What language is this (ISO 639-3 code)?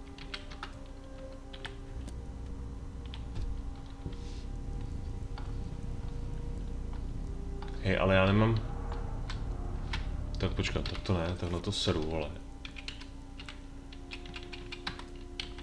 ces